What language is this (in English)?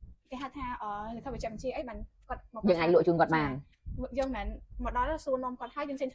Khmer